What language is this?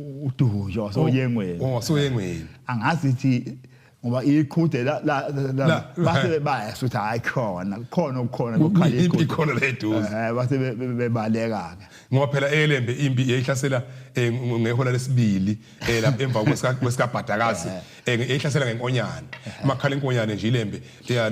Zulu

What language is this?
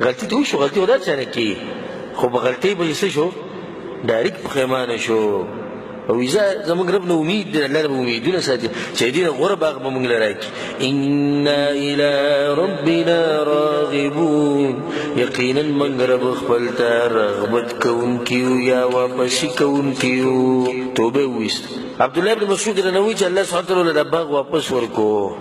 Pashto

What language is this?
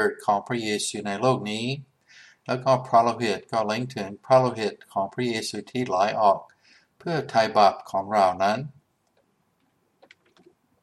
Thai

